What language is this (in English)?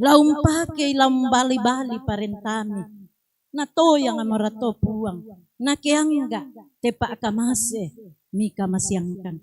Toraja-Sa'dan